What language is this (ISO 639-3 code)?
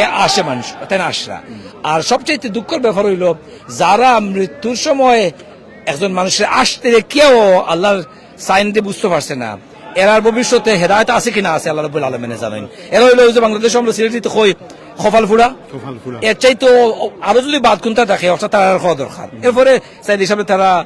syl